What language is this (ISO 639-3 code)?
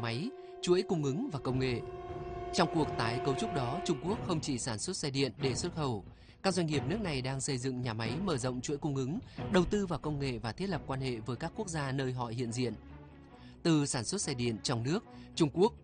vie